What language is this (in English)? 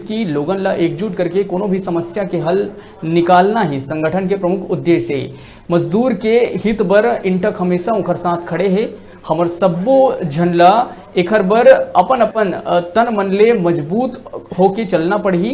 Chhattisgarhi